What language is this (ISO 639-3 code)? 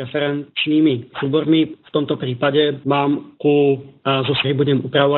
slk